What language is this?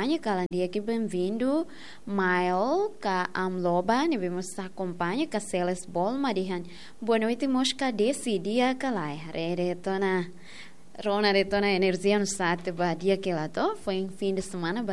Tetum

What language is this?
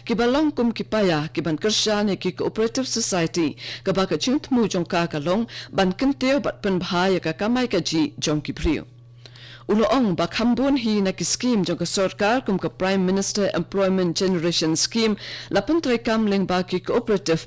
Khasi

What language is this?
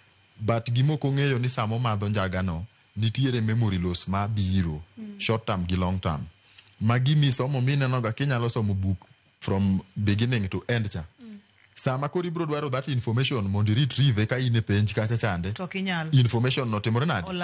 Luo (Kenya and Tanzania)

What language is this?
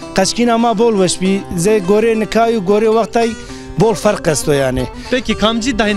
Zaza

